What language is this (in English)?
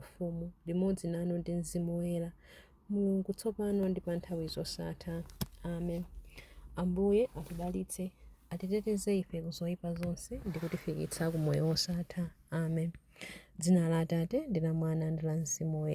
Nyanja